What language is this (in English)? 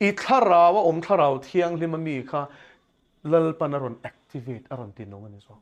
Mizo